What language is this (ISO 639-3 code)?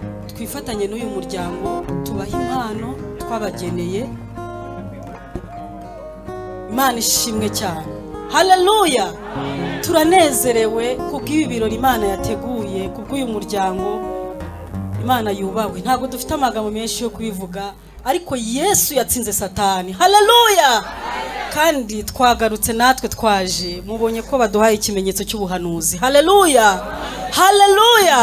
kin